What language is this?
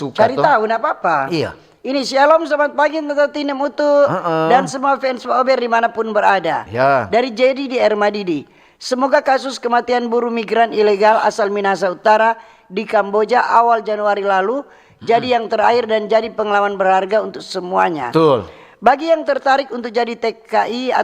Manado Malay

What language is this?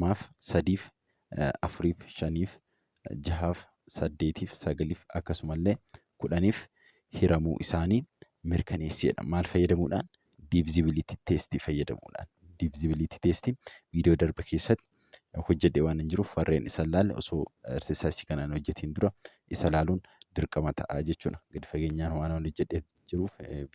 Oromo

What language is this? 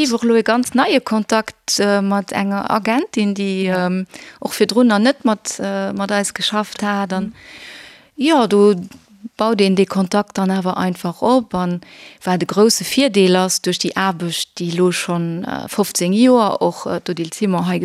Luxembourgish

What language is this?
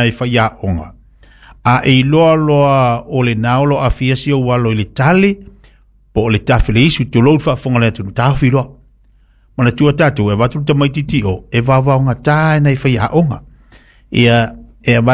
Samoan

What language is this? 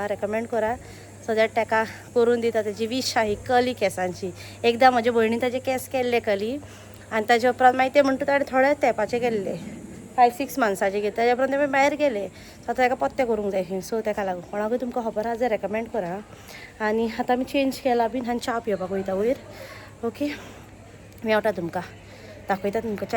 Konkani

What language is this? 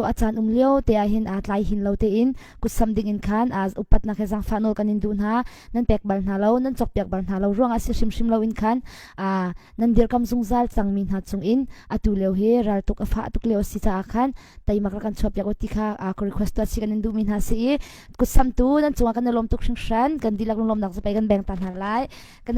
Hakha Chin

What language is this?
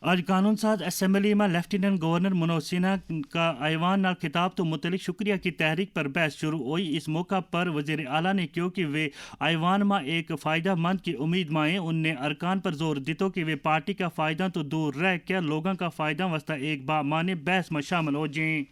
Gujari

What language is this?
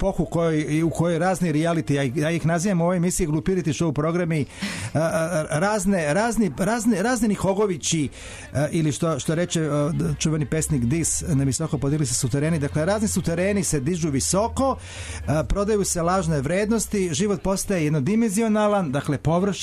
Serbian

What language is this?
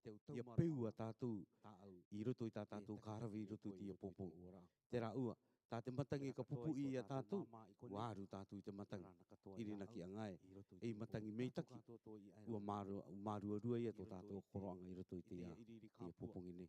Rarotongan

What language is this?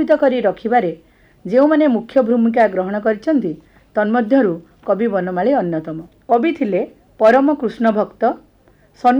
Odia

